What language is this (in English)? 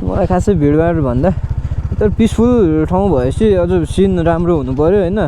Nepali